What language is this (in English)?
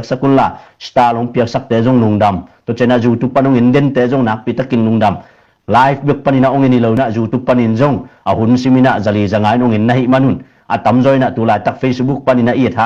Tedim Chin